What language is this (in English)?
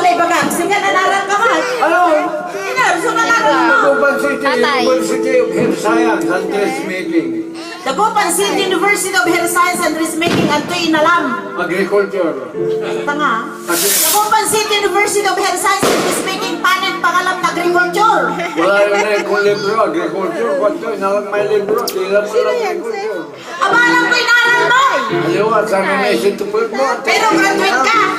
Pangasinan